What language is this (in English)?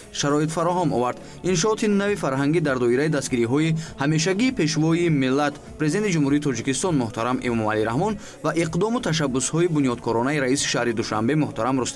Tajik